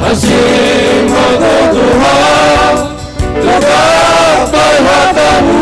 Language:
Batak Simalungun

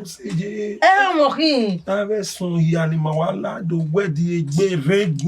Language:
Bini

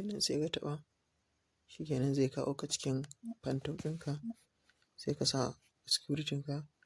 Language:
Hausa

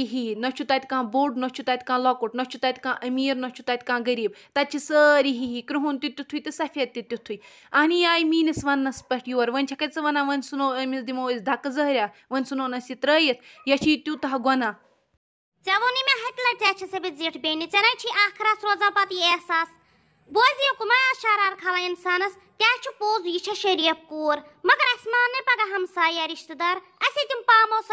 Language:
Kashmiri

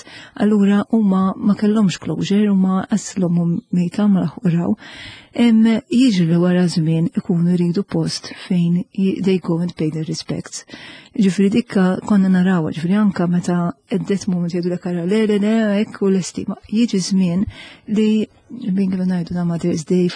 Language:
Maltese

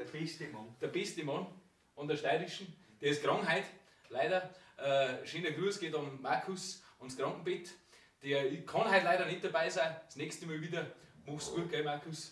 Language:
Bavarian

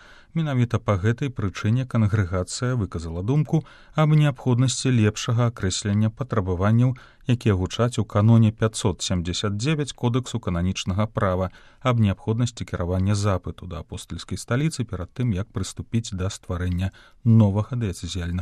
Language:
Belarusian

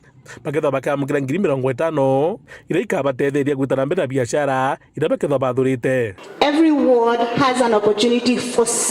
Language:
Meru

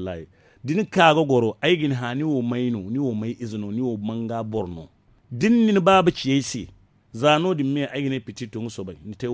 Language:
Zarma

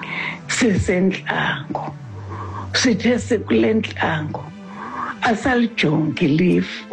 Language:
Xhosa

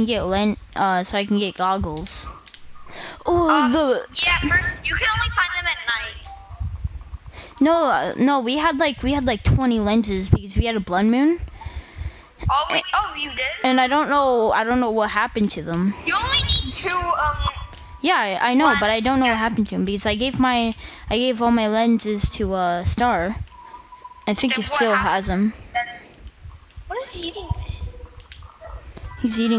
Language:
English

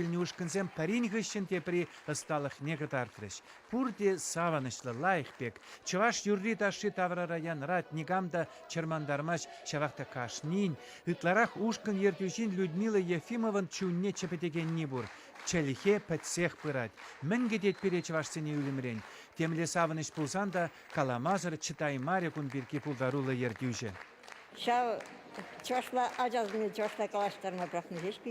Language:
Chuvash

